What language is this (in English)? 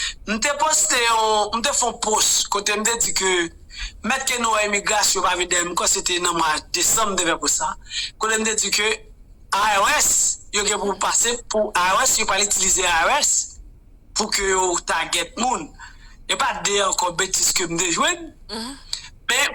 Haitian Creole